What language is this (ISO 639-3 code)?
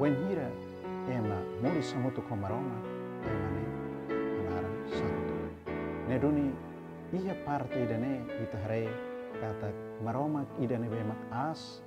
tet